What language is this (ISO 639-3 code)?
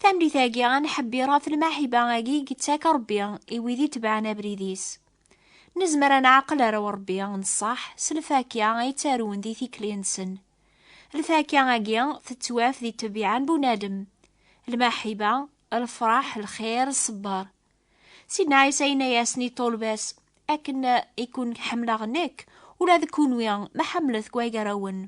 kab